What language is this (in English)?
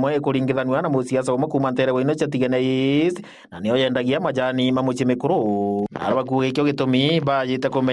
Meru